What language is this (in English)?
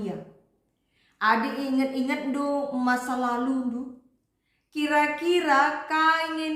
Batak Karo